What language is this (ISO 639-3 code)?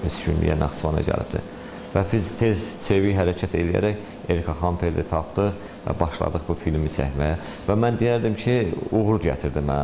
aze